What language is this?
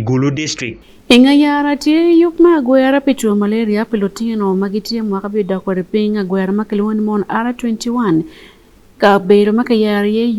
Acoli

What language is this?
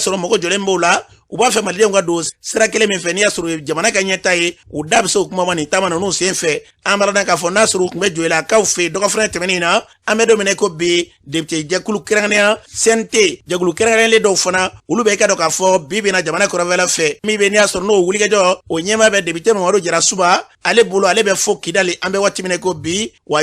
Bambara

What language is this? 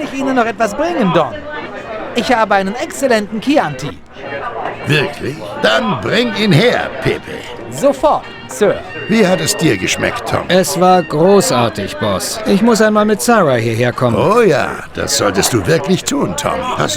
Bavarian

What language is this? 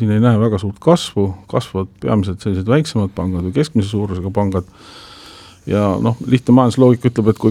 Estonian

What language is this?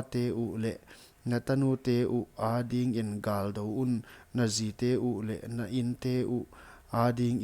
Paite Chin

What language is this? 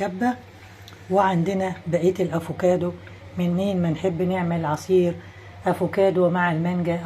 Egyptian Arabic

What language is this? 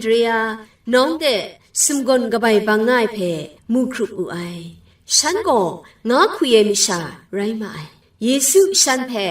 Kachin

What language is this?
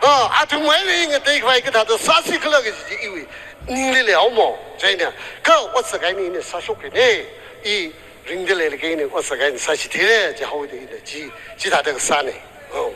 Tangkhul Naga (India)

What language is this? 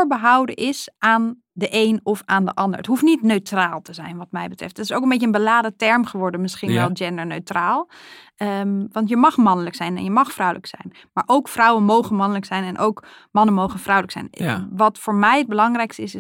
Dutch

